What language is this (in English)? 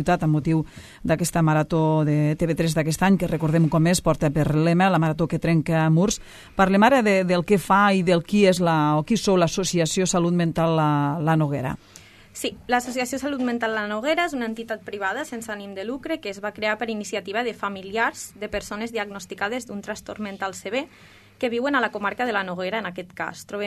Catalan